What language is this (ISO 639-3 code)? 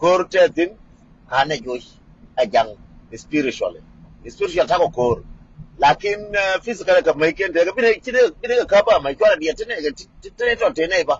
nus